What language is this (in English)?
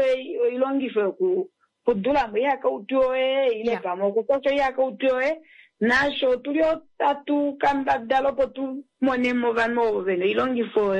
Kuanyama